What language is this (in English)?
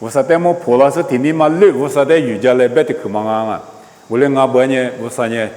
Lisu